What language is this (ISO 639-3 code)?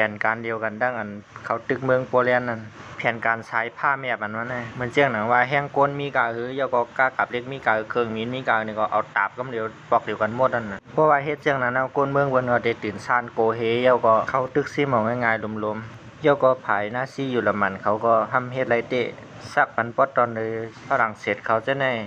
shn